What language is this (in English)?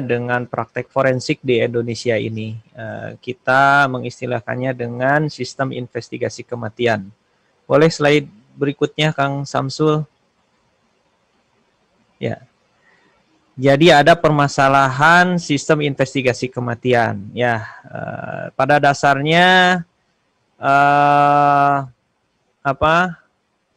Indonesian